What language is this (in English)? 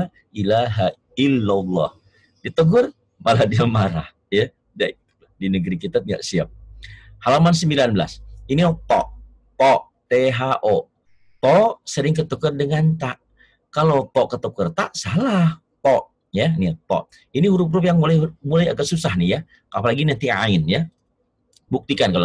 Indonesian